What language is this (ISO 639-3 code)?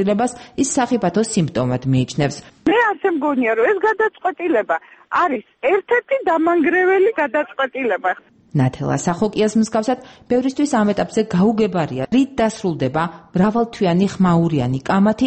kat